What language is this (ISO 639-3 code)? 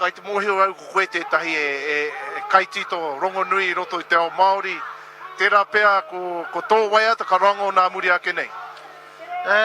mri